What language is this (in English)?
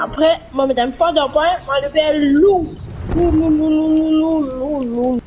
Morisyen